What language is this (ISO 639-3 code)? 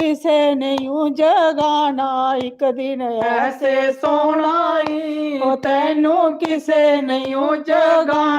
doi